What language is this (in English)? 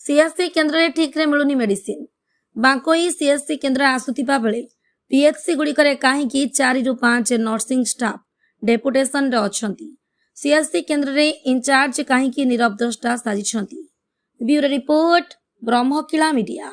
Odia